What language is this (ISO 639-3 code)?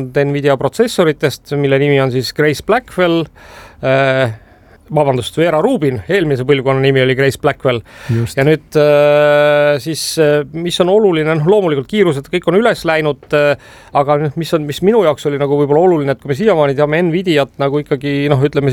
est